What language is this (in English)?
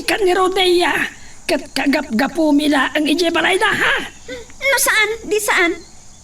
Iloko